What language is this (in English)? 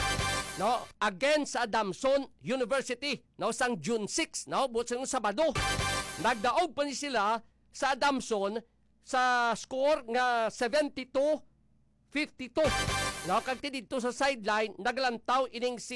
Hiligaynon